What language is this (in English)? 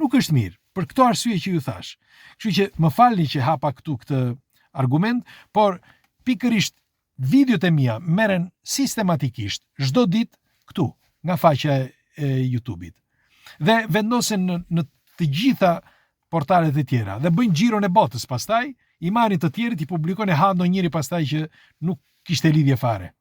Albanian